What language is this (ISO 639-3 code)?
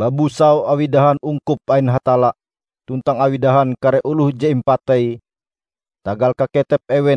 nij